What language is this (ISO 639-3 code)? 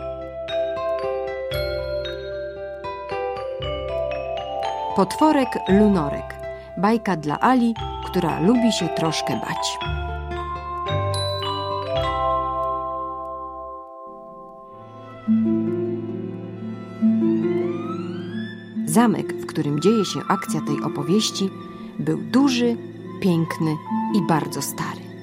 pol